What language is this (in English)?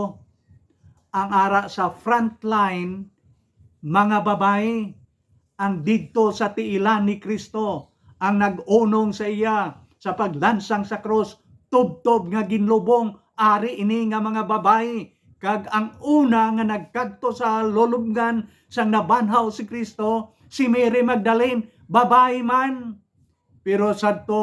Hiligaynon